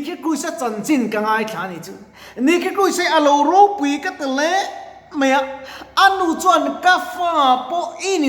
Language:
Mizo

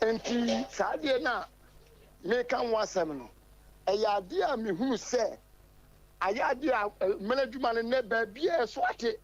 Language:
Akan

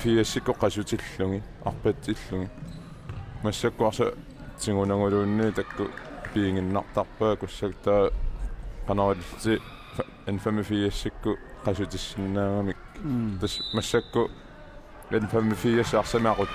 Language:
Kalaallisut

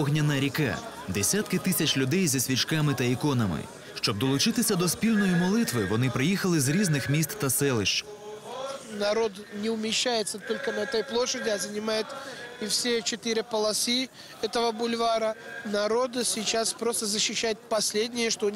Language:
Ukrainian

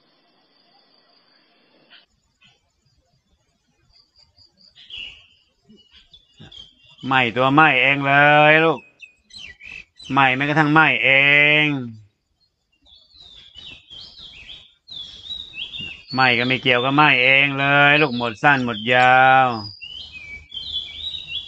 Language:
Thai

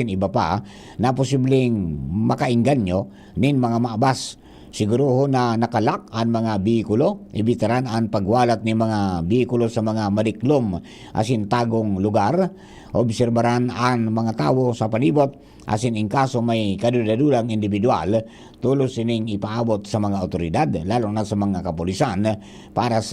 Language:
Bikol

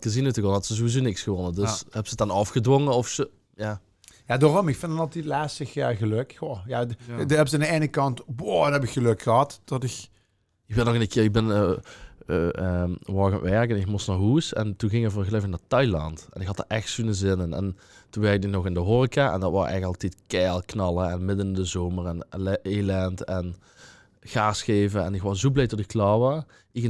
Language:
Limburgish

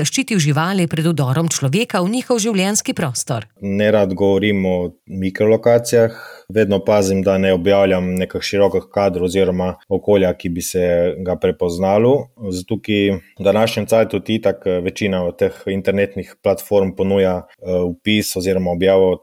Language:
Slovenian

